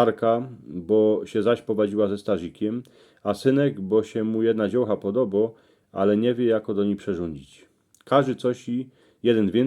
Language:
Silesian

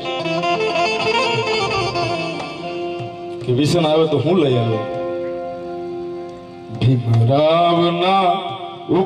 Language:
Gujarati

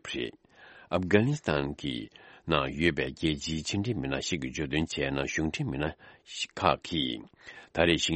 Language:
Tibetan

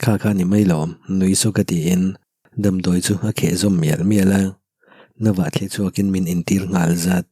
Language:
Mizo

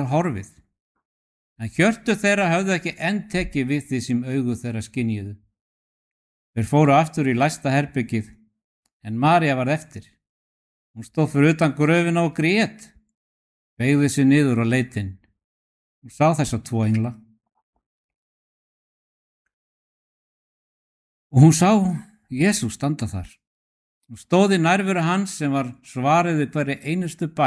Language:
Icelandic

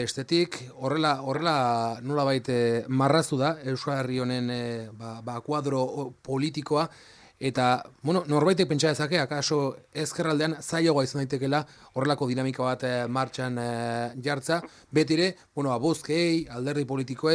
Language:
Basque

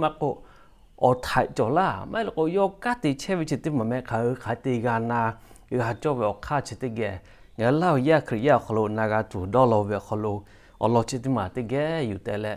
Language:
Lahu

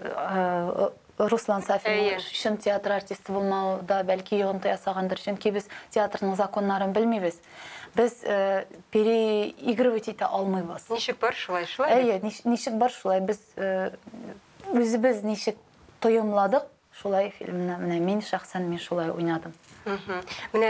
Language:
Tatar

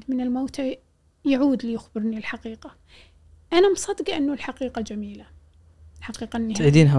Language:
Gulf Arabic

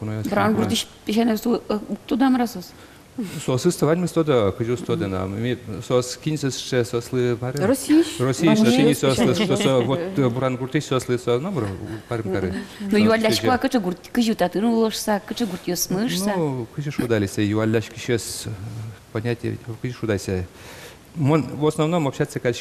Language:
Udmurt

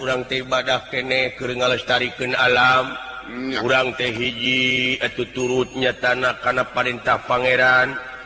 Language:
Sundanese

